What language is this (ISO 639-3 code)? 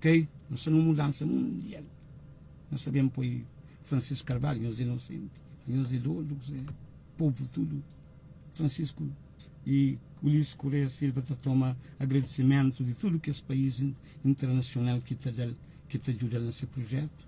kea